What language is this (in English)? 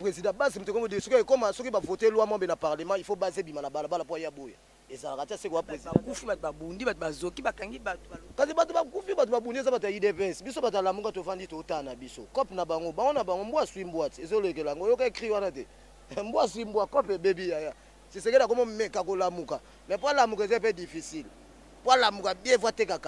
Lingala